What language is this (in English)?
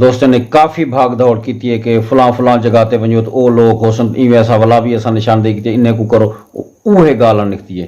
Saraiki